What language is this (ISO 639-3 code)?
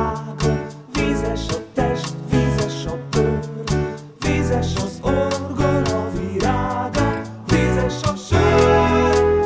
hun